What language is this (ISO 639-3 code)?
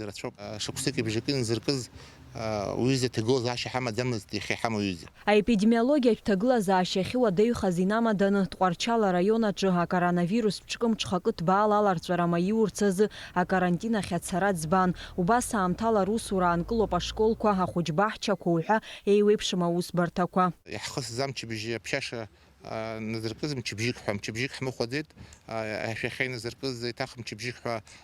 abk